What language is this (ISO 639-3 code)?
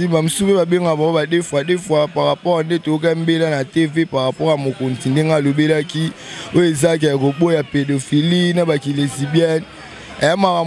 lin